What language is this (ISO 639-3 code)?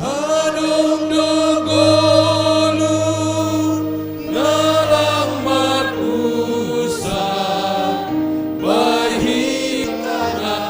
bts